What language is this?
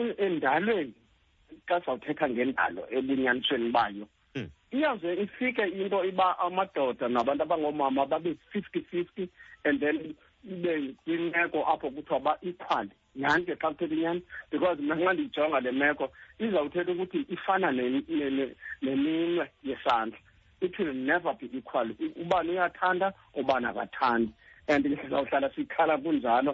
Xhosa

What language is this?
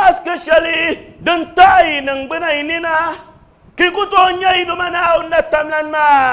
Dagbani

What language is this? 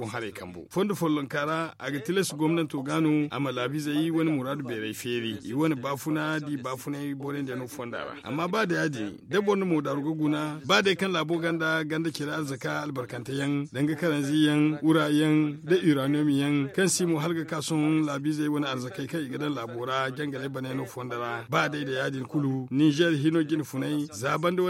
Zarma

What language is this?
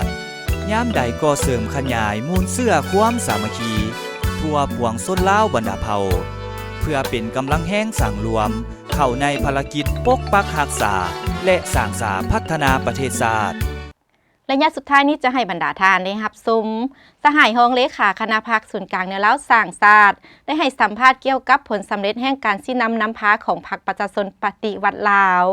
Lao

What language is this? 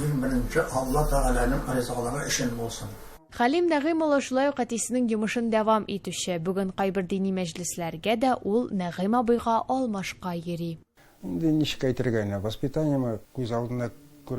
Tatar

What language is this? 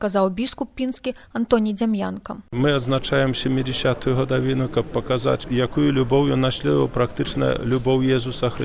Belarusian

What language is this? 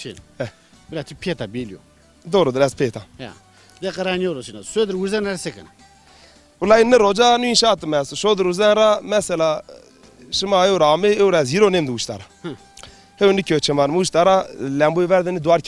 Zaza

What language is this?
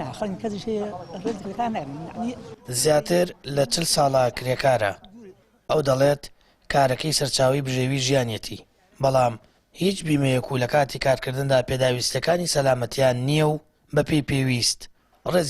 Central Kurdish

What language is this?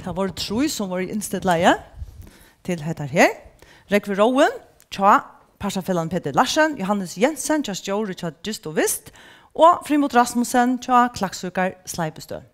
Faroese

